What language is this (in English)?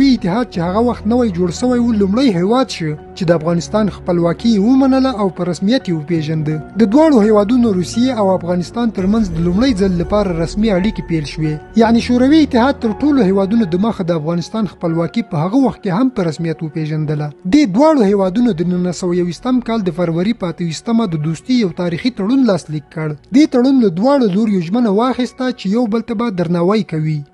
Pashto